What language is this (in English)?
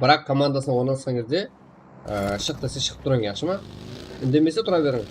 Kara-Kalpak